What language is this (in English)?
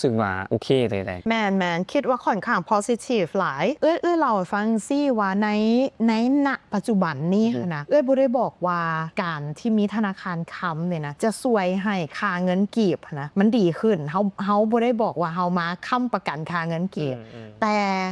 Lao